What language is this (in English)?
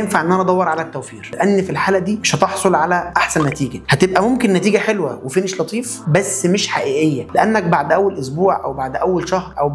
Egyptian Arabic